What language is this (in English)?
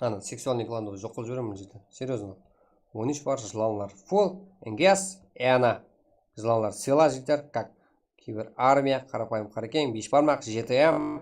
Kara-Kalpak